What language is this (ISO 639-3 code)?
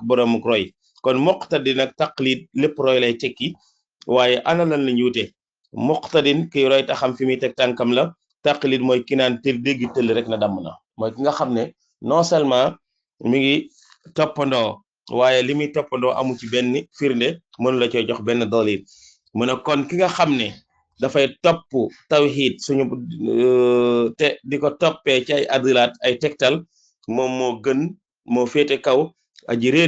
wol